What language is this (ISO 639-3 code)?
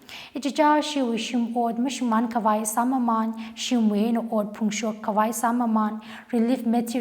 nmf